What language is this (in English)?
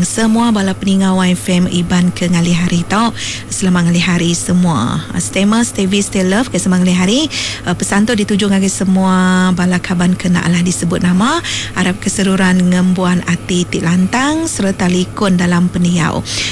Iban